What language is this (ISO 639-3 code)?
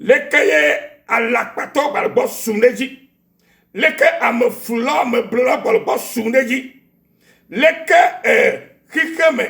ewe